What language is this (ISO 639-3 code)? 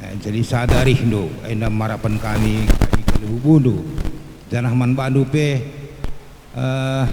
btx